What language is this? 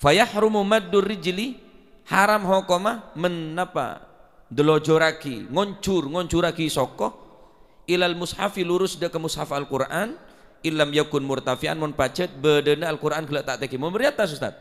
Madurese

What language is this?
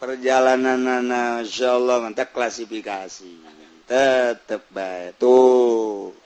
Sundanese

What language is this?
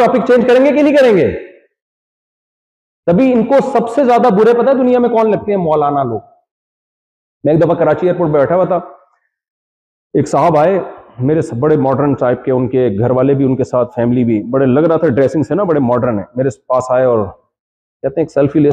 Urdu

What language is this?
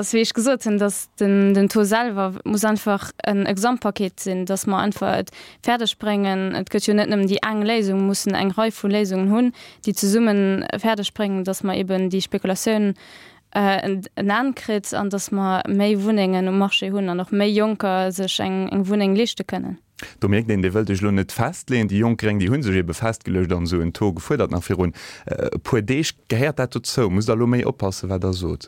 Luxembourgish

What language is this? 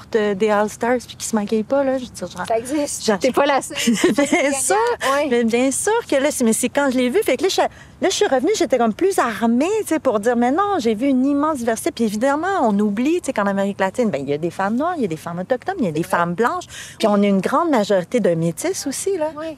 French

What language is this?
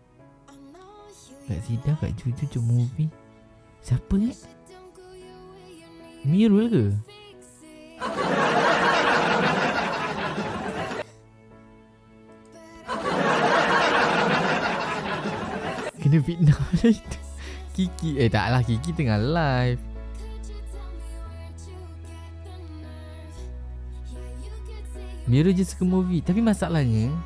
Malay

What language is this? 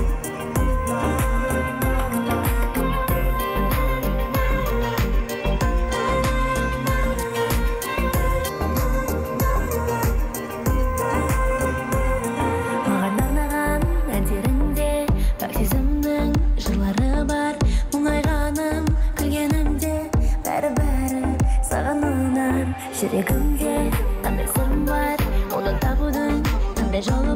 Kazakh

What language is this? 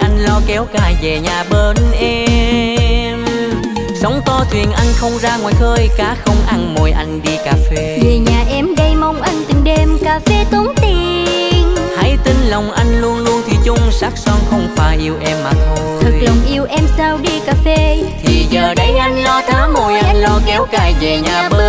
Vietnamese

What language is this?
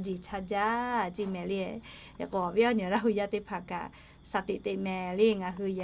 Lahu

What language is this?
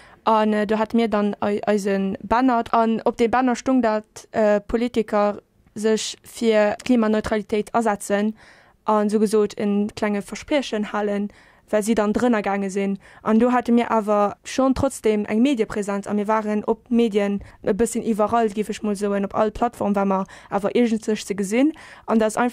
Luxembourgish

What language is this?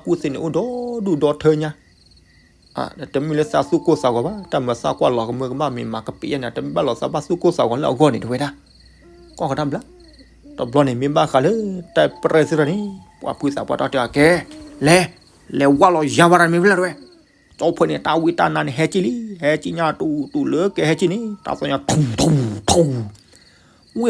S'gaw Karen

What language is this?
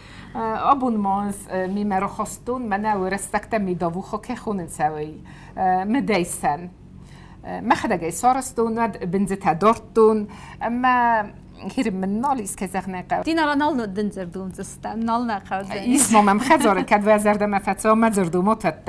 Ossetic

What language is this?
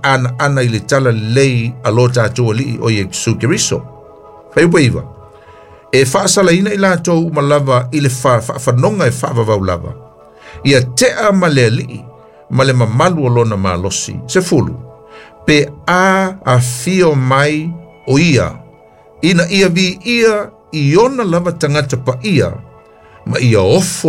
Samoan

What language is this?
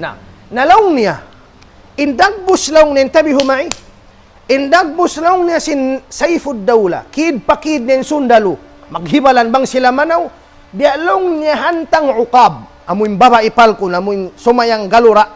Tausug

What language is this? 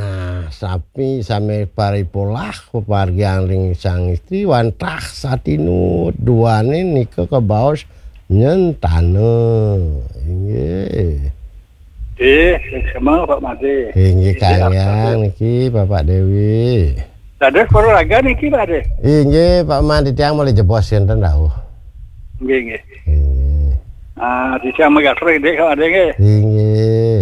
Balinese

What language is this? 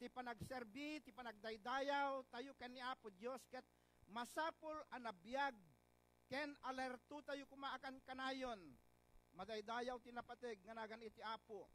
Iloko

